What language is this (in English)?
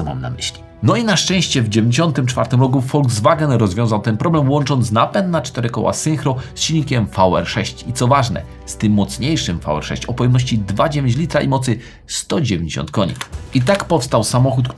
Polish